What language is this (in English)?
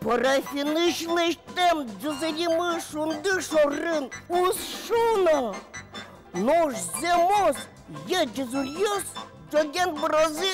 Udmurt